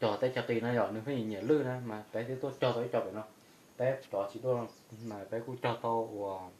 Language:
Hmong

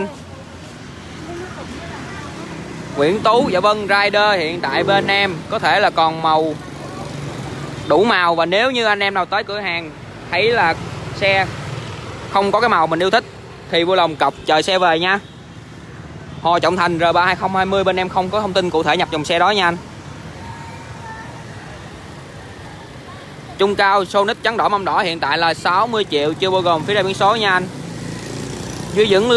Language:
Vietnamese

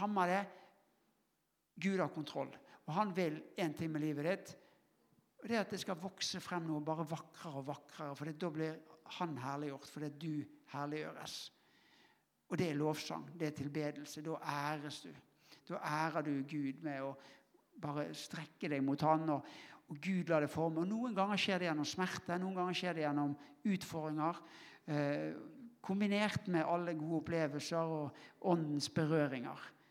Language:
Norwegian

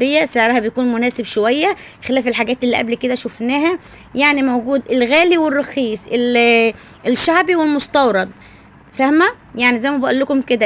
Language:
Egyptian Arabic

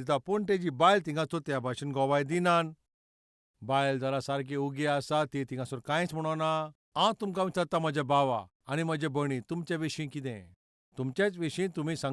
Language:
Konkani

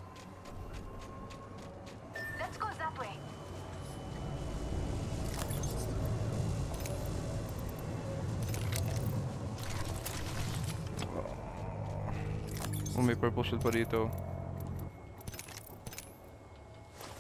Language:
Filipino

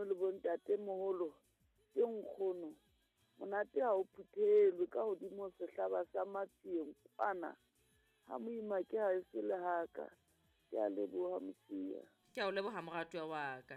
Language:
Southern Sotho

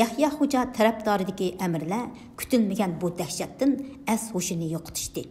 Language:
Uyghur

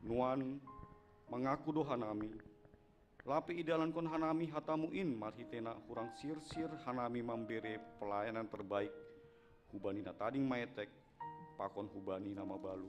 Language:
Batak Simalungun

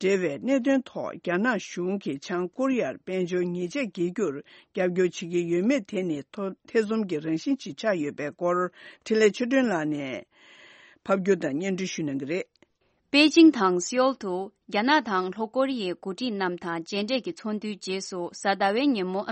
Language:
Tibetan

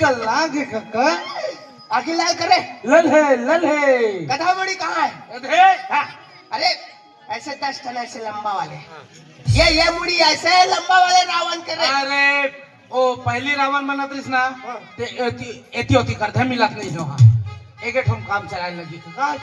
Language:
Chhattisgarhi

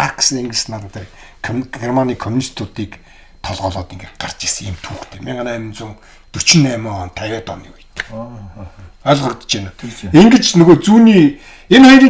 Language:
Mongolian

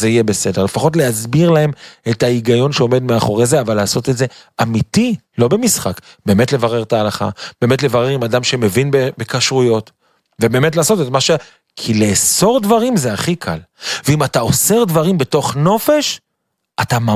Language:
Hebrew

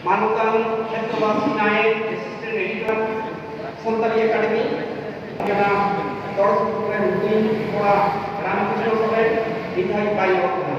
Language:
Santali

